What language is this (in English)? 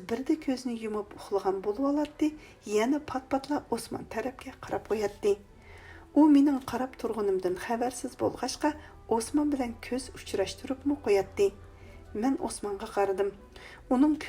Uyghur